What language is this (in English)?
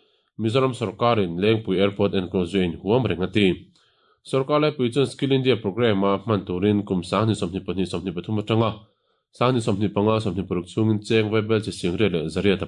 Mizo